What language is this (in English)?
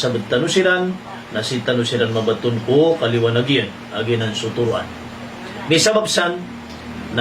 Maranao